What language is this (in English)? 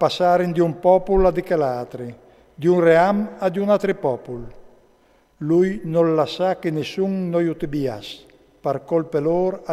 Friulian